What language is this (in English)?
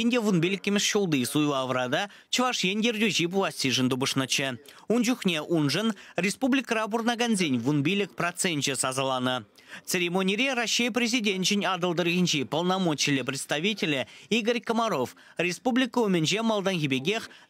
Chuvash